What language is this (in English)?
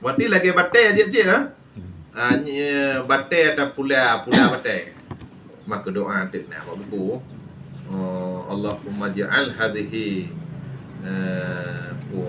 Achinese